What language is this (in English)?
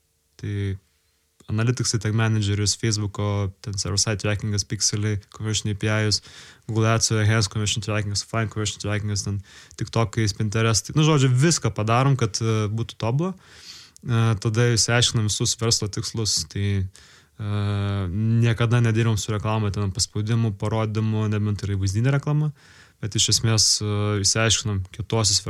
Lithuanian